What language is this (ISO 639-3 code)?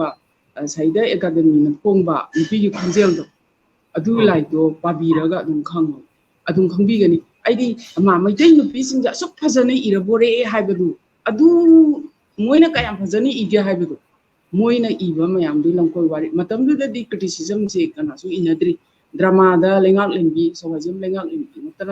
mni